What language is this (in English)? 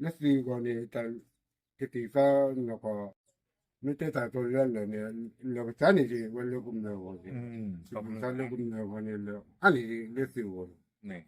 S'gaw Karen